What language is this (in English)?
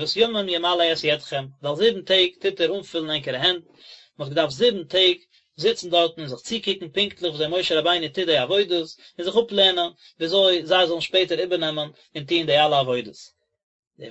Yiddish